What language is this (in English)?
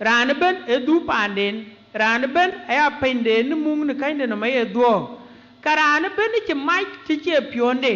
Dinka